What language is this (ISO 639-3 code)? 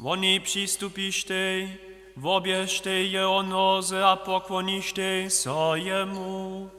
hsb